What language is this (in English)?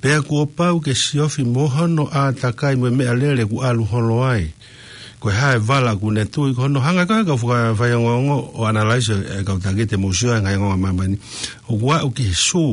Tongan